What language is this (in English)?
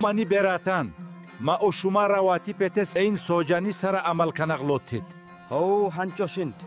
Baluchi